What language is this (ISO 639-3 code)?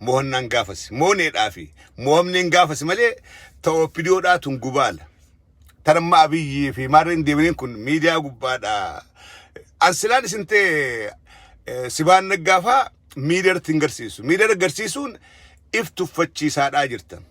orm